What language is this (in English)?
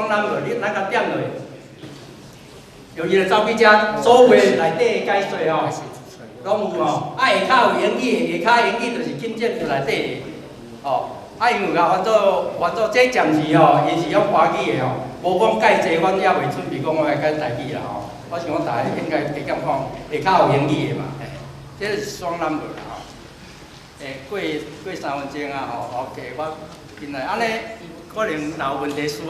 Min Nan Chinese